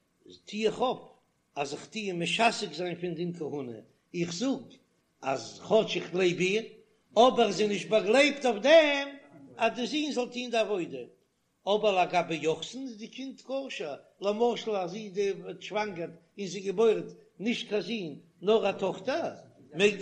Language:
Yiddish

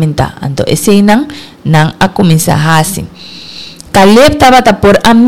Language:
Papiamento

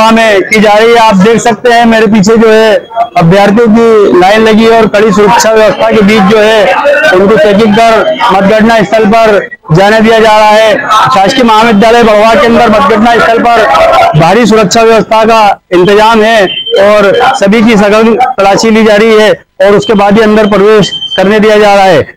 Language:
Hindi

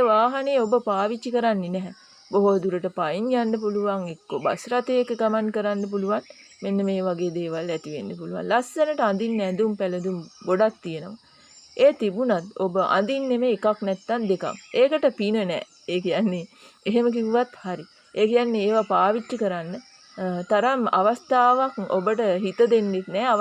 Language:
Sinhala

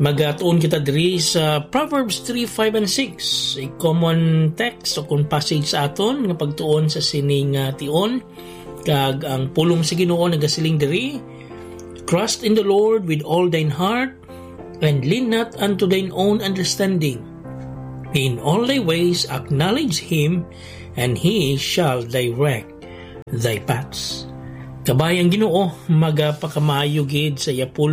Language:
Hiligaynon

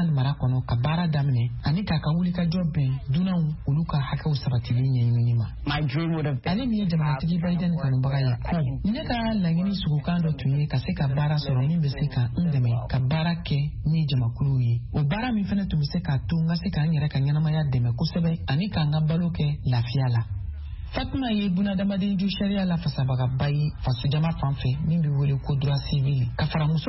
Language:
Bambara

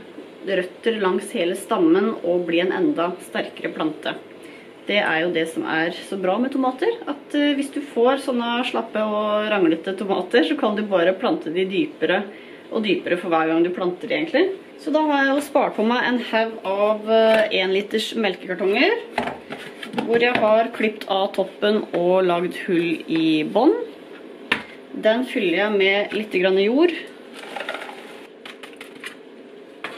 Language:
Norwegian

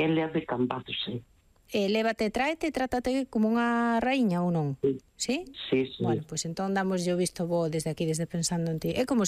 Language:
Galician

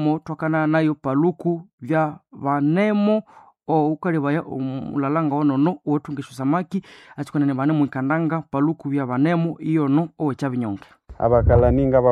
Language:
Nande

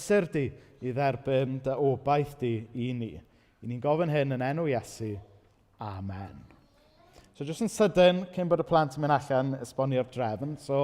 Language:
Welsh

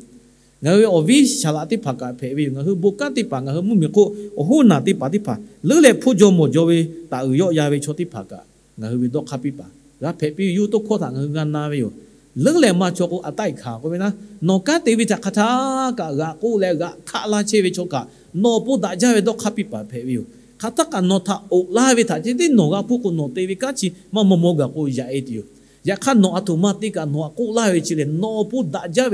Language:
Lahu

